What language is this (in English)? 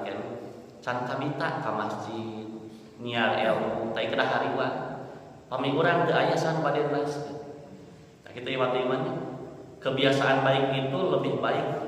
Sundanese